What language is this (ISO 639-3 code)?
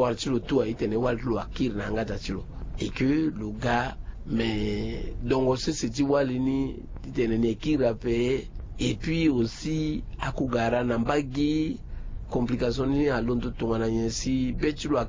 sag